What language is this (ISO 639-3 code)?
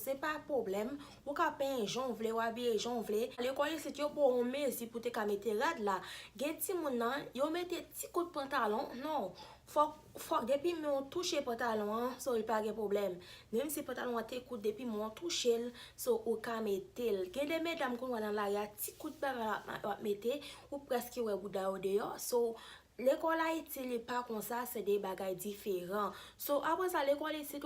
hat